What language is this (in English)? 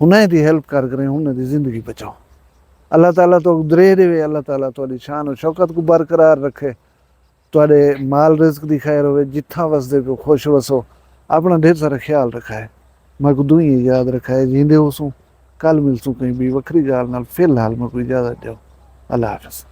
Saraiki